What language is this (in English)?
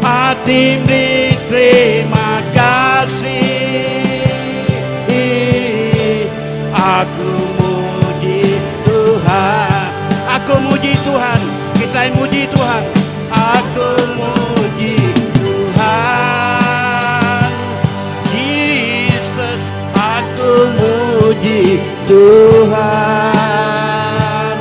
Iban